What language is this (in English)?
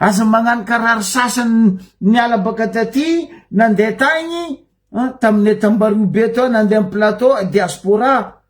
Malagasy